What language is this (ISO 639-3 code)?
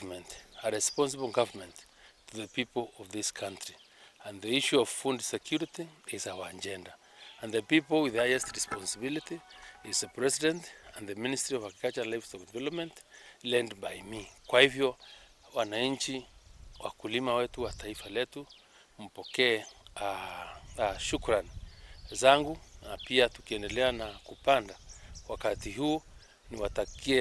mer